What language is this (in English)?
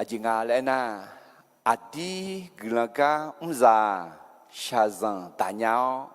Akha